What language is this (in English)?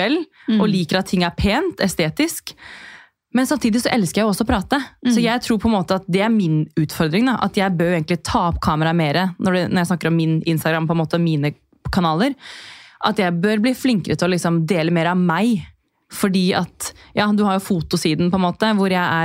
Norwegian